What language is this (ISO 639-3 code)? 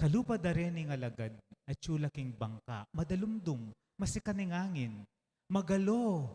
pam